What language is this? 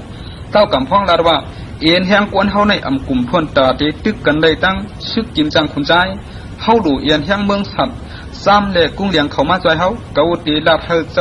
Shan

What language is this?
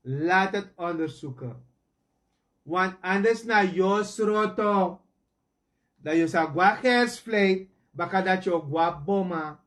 Sranan Tongo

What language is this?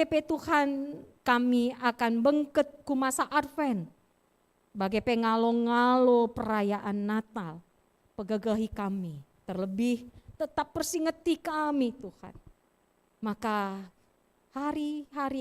Batak Karo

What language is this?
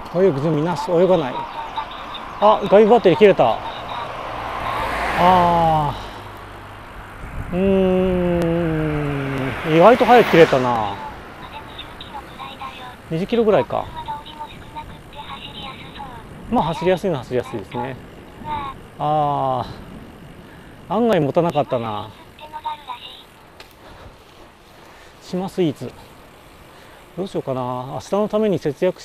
Japanese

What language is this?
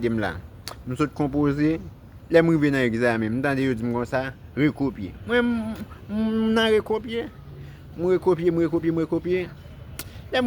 Haitian Creole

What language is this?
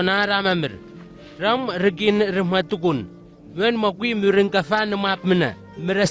Southwest Tanna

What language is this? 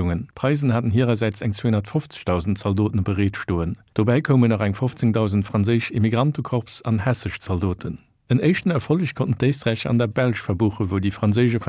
Luxembourgish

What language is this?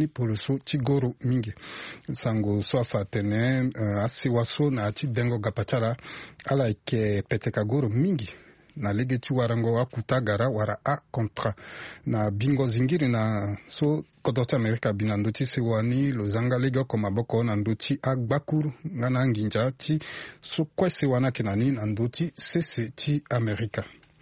Sango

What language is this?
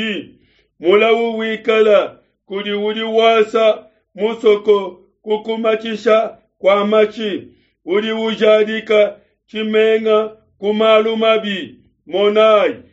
Luba-Lulua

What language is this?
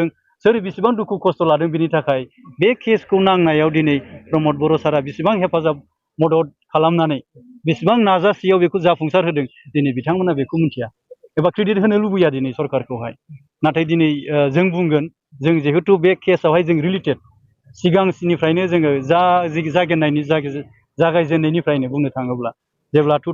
Bodo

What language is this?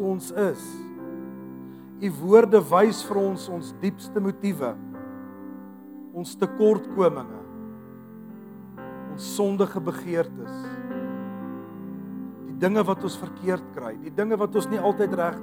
Afrikaans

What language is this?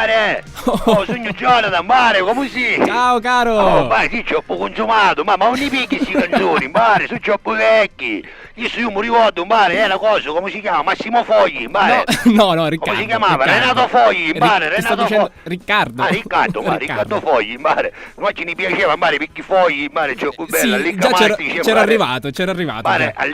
Sicilian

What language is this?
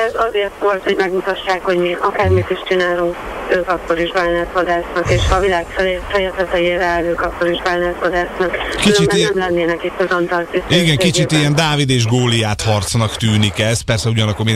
Hungarian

